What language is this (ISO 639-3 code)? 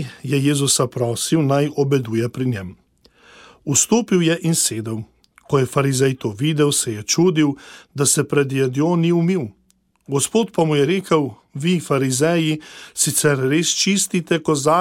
slv